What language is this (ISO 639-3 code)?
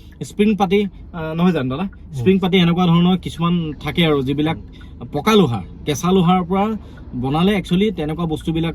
asm